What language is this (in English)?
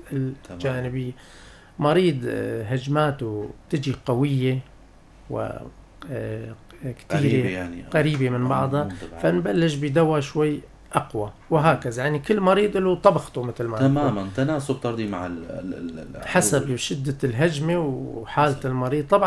North Levantine Arabic